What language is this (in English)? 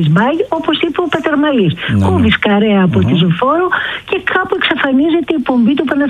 Greek